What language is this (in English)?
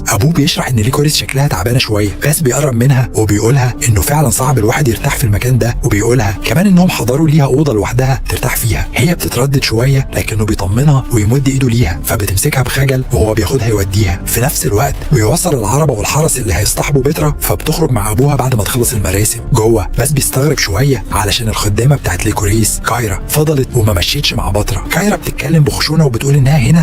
Egyptian Arabic